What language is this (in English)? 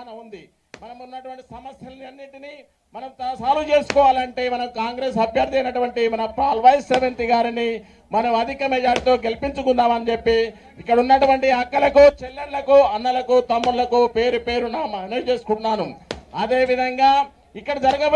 Telugu